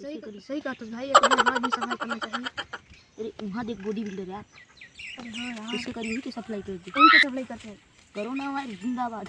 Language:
Chhattisgarhi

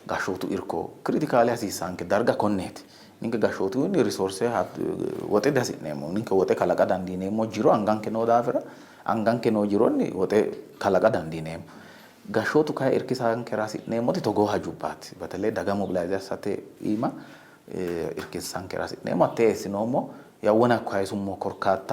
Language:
Sidamo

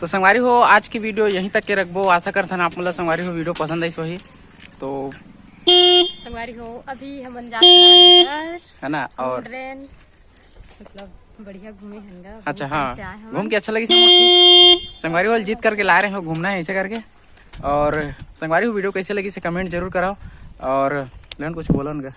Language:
Chhattisgarhi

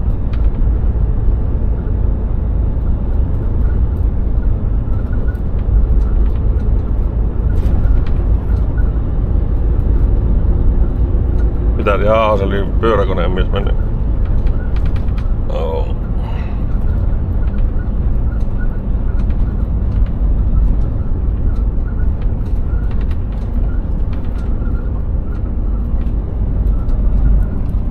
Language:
Finnish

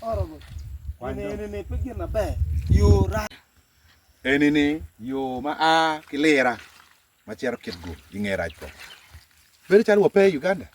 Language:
Acoli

